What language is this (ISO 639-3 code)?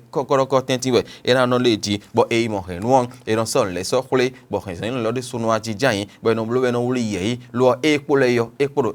fon